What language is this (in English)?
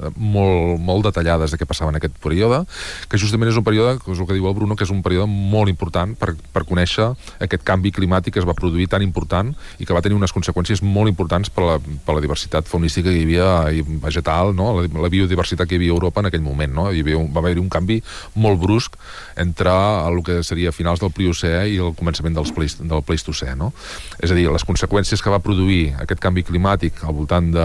Catalan